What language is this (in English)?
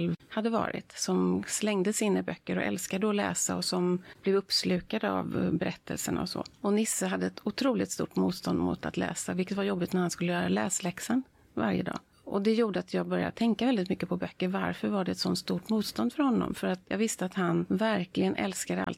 Swedish